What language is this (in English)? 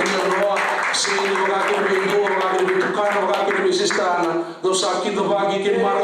Fijian